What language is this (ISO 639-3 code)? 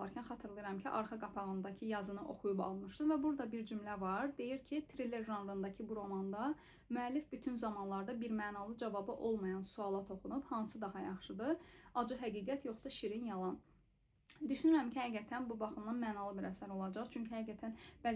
aze